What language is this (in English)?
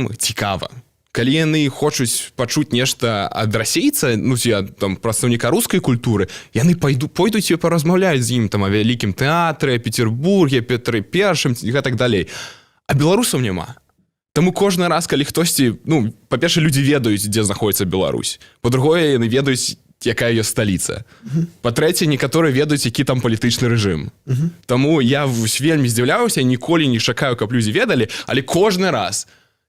Belarusian